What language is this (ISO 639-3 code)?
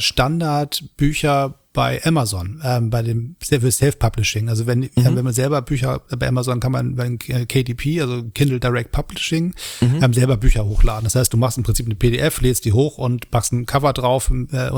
deu